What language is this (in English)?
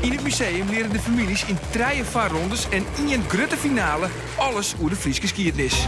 Western Frisian